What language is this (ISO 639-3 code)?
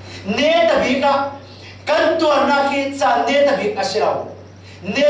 cfm